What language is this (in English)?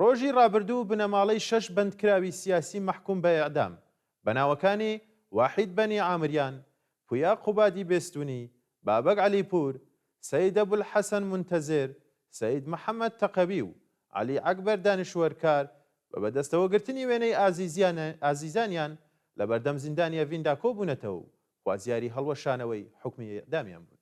Central Kurdish